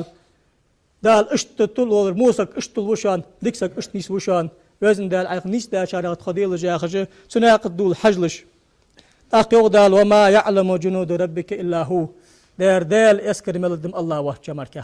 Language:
Ingush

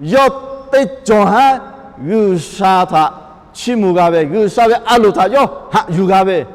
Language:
Lahu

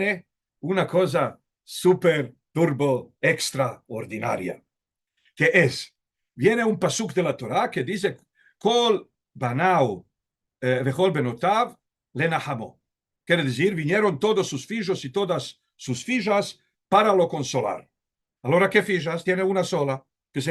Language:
Ladino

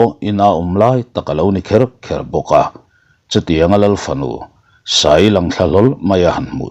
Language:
Mizo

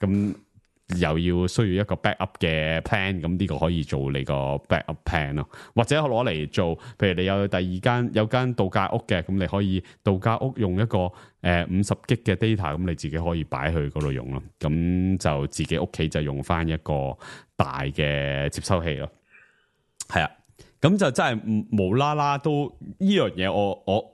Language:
Cantonese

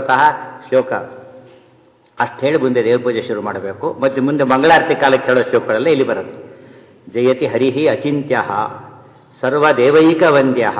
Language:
Kannada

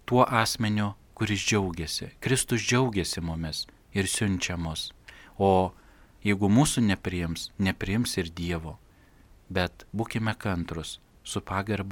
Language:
Lithuanian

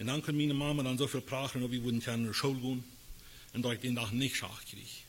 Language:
Plautdietsch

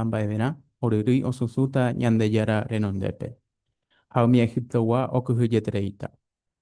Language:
Guarani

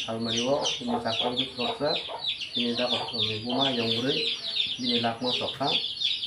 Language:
Kok Borok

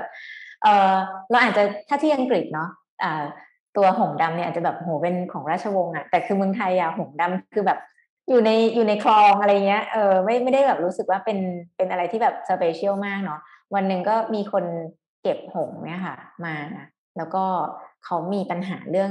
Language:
Thai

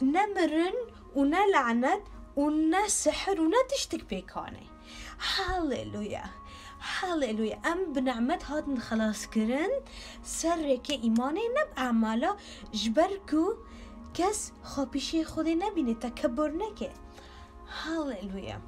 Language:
Kurdish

